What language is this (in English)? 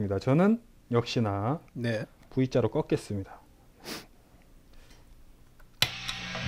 Korean